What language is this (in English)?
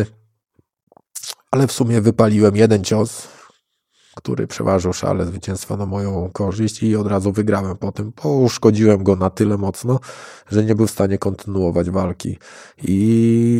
Polish